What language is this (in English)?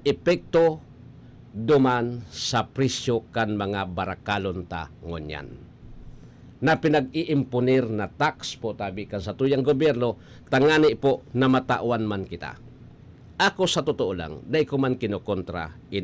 Bikol